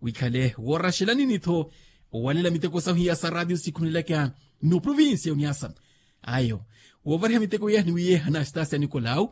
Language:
Makhuwa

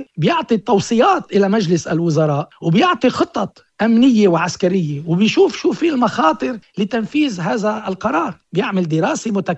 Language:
North Levantine Arabic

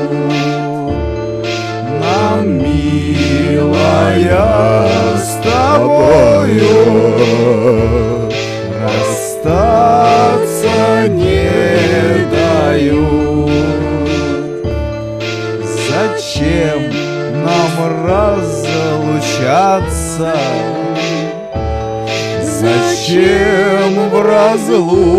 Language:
Russian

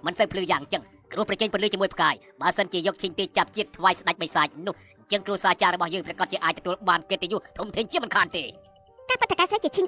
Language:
Khmer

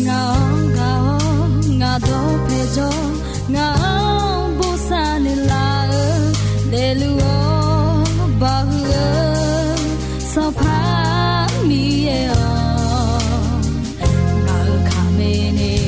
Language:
Akha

